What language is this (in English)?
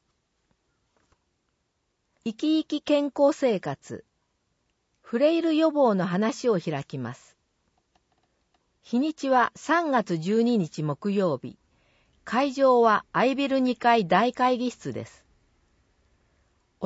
Japanese